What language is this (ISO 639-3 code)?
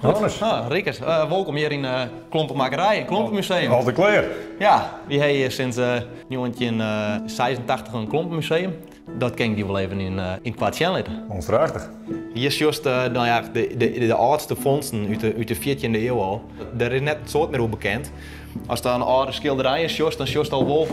fry